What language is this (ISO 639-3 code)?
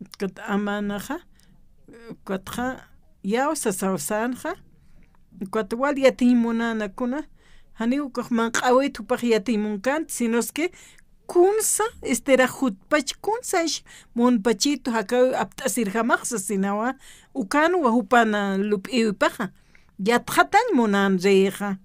aym